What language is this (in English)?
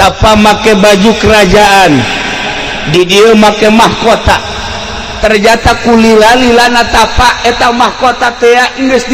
Sundanese